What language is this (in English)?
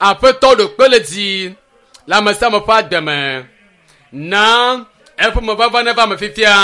Ewe